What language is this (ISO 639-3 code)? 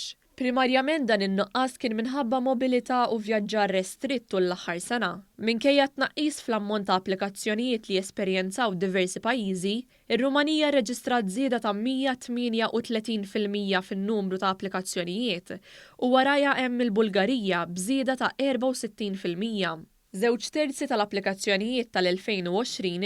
mlt